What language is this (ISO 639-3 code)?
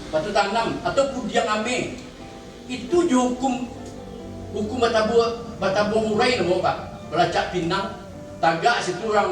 min